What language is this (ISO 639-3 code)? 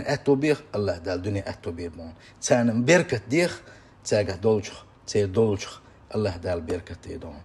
che